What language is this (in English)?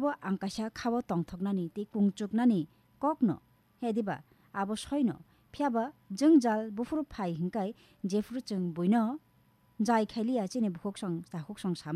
Kok Borok